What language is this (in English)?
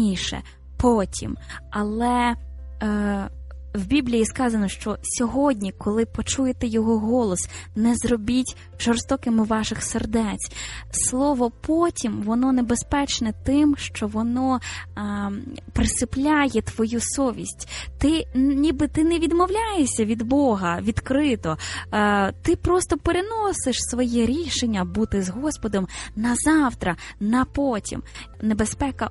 Ukrainian